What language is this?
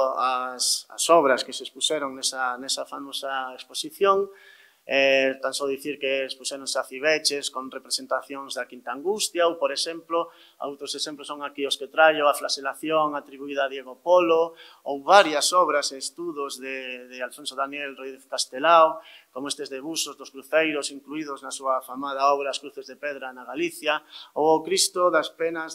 Galician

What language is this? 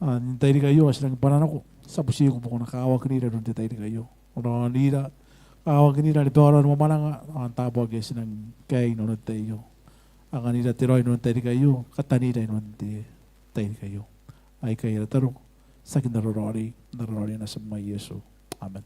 Gilbertese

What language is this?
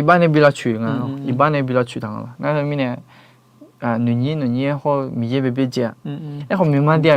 Akha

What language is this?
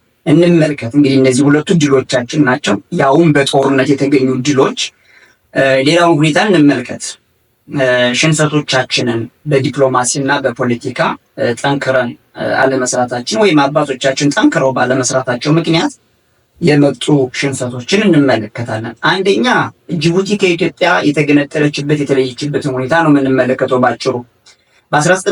Amharic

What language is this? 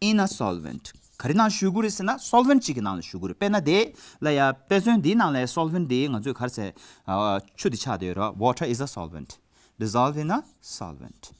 Tibetan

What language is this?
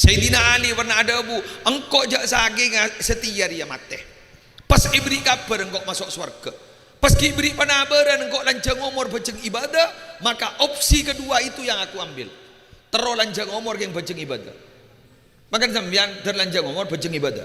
Madurese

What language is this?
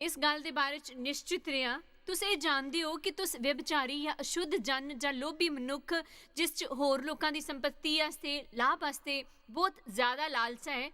Dogri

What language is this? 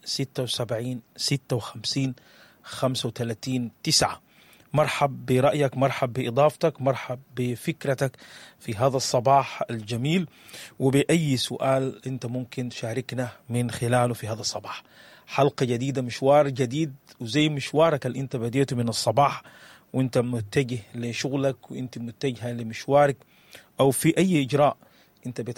Sudanese Arabic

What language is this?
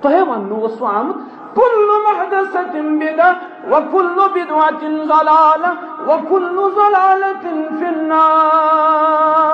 Kashmiri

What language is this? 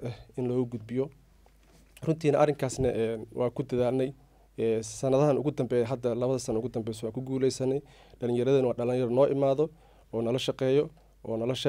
Somali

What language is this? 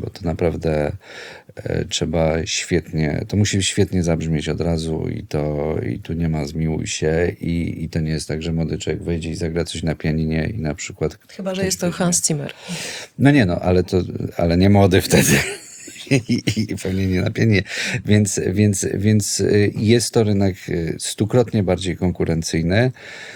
Polish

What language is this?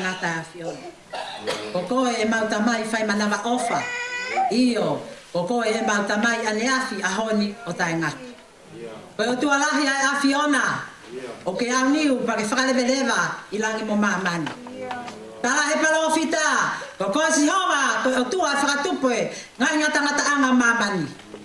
Tongan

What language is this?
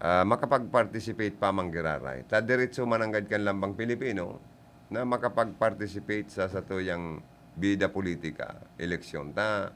Bikol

